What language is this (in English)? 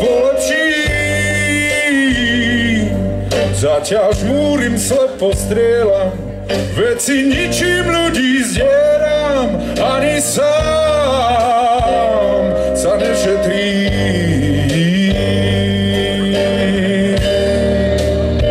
Slovak